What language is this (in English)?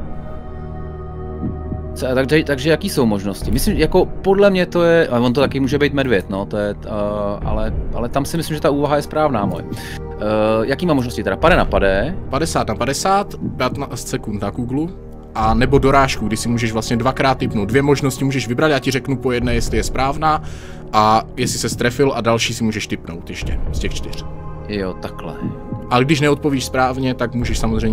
Czech